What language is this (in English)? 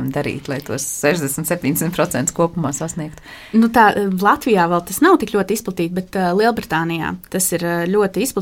Latvian